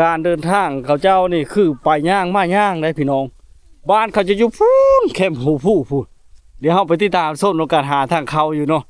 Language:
Lao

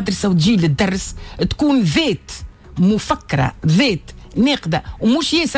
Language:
Tunisian Arabic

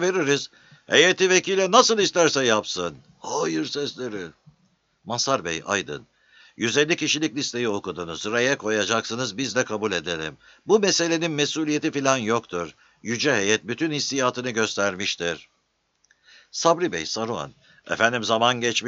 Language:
Turkish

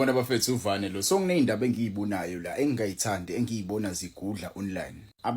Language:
Zulu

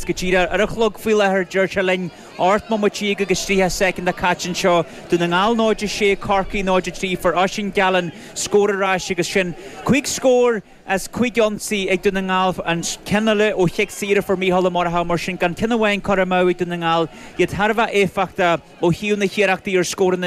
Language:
Irish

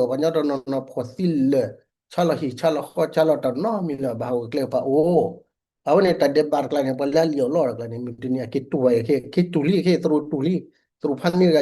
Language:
S'gaw Karen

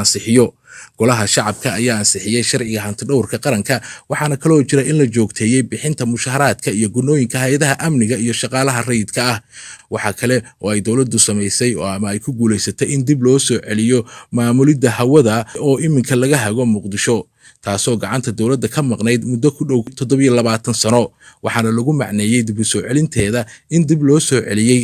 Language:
Somali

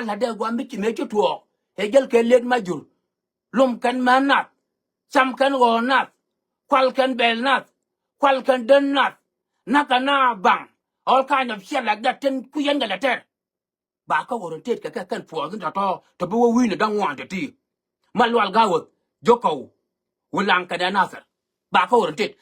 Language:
Nuer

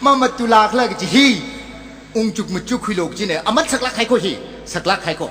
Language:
Tangkhul Naga (India)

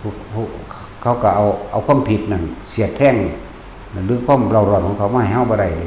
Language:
Lao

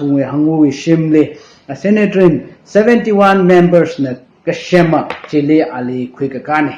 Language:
Tangkhul Naga (India)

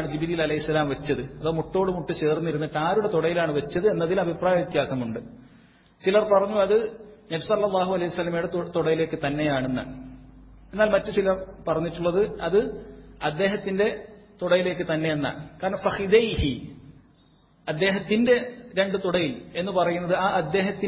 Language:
Malayalam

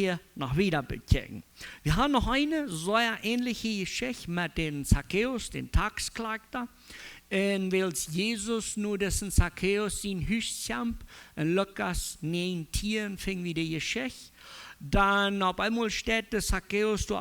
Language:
Plautdietsch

